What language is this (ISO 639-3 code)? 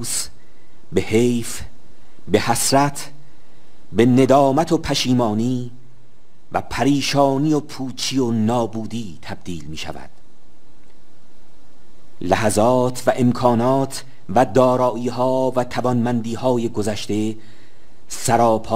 fas